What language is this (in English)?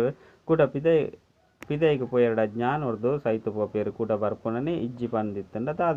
Tulu